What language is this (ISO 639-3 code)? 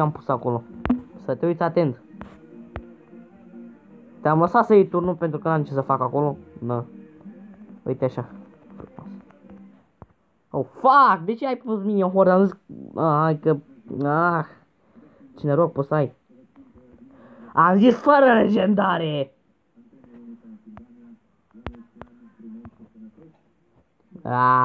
ron